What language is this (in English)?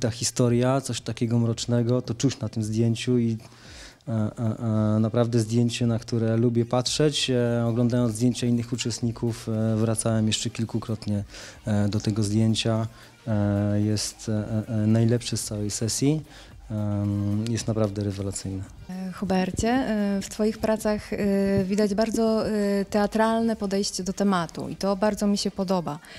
Polish